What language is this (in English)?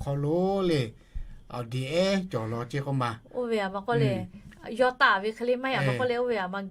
Lahu